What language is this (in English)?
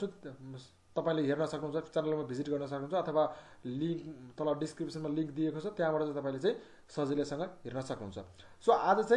Nepali